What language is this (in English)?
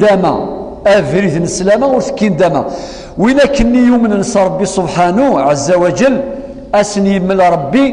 Kabyle